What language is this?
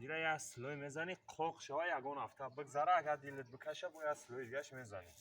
Tajik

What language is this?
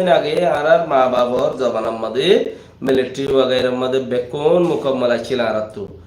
Rohingya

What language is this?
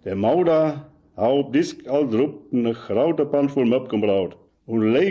Westphalien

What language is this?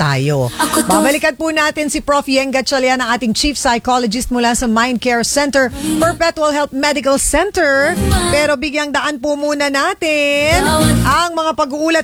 Filipino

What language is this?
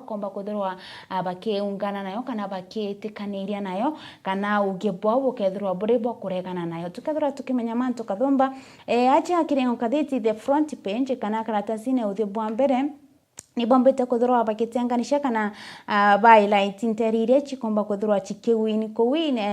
Meru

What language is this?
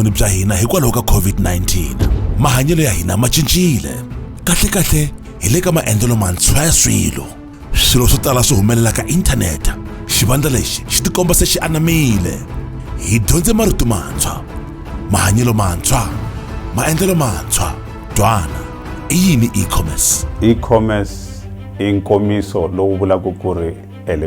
Tsonga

